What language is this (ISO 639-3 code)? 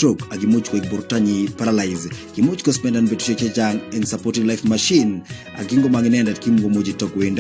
kln